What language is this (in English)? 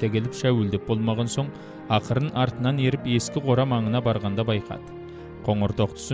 Kazakh